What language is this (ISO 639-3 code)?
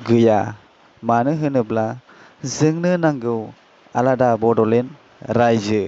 brx